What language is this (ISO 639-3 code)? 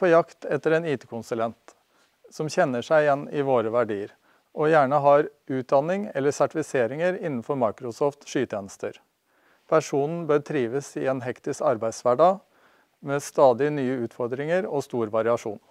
nor